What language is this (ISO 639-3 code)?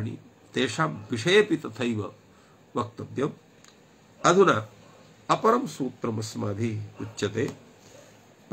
san